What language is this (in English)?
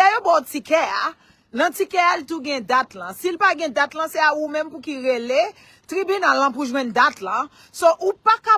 Haitian Creole